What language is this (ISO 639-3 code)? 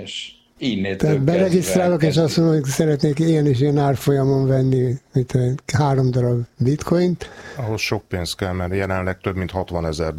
hun